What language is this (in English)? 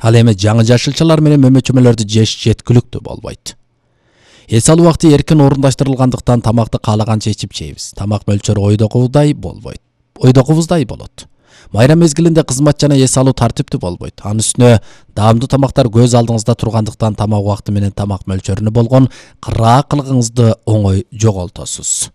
Kyrgyz